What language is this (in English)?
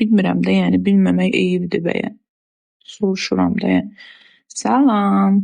Azerbaijani